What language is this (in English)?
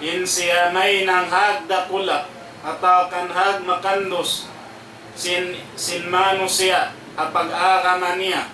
Tausug